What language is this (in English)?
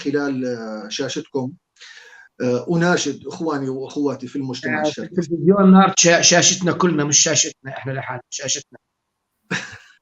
North Levantine Arabic